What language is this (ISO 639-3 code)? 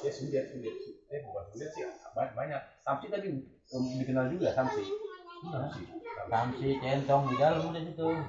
bew